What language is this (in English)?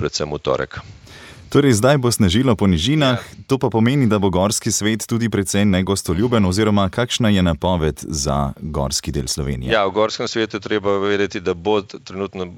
Slovenian